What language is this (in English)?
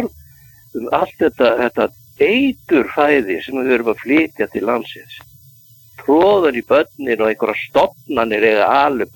Icelandic